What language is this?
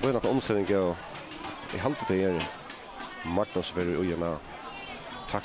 Faroese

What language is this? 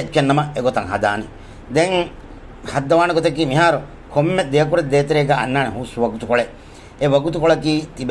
Divehi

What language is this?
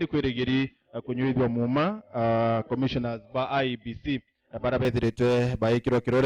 Meru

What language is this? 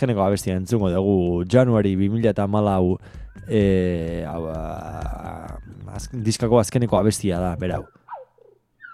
Basque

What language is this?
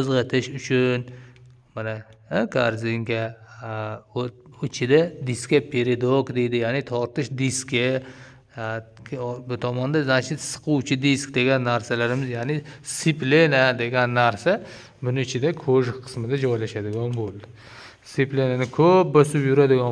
Uzbek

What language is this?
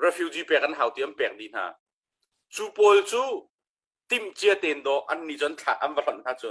Hakha Chin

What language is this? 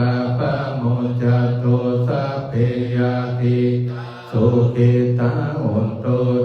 Pali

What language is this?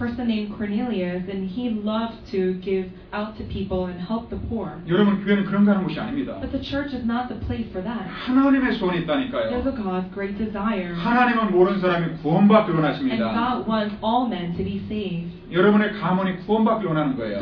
Korean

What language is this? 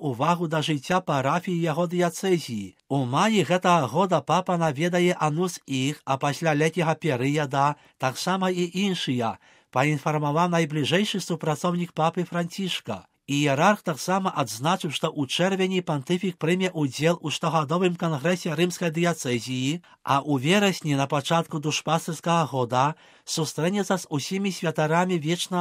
Belarusian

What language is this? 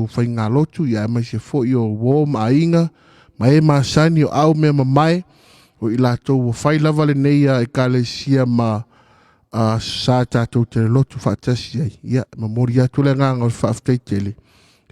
Samoan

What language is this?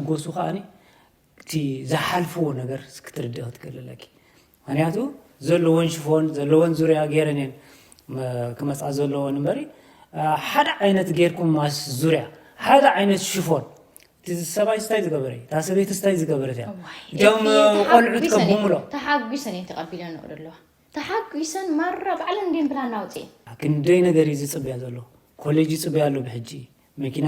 Tigrinya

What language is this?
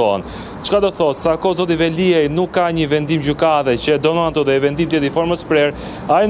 Albanian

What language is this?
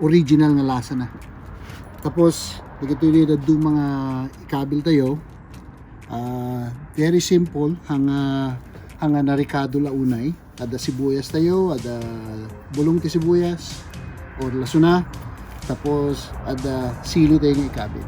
Iloko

